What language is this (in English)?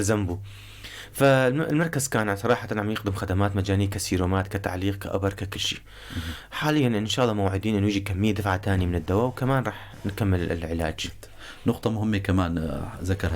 North Levantine Arabic